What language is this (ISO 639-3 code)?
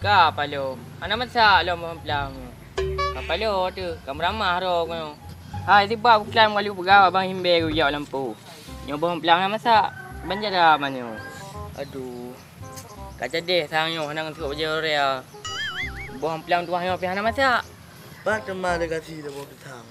ace